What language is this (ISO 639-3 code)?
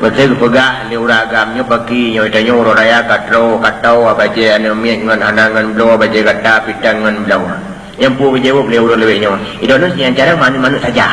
ace